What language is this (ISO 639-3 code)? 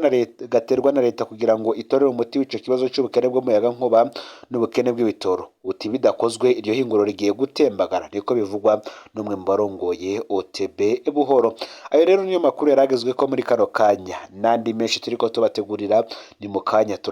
run